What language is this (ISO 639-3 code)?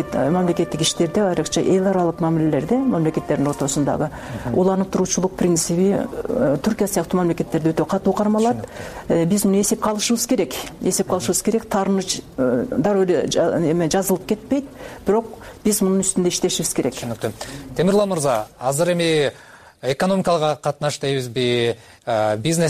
kir